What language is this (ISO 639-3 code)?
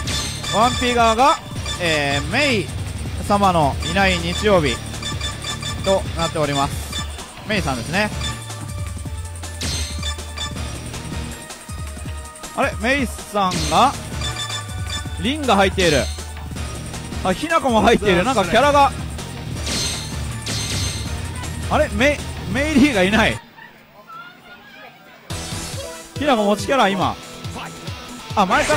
jpn